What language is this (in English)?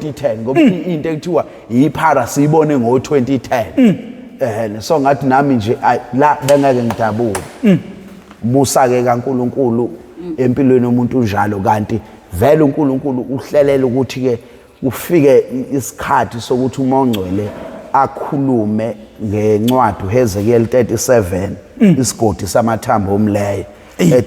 Zulu